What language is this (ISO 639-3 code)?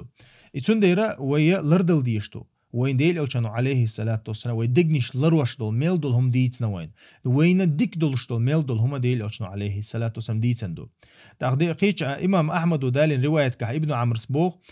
che